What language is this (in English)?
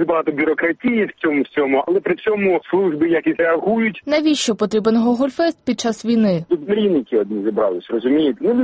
Ukrainian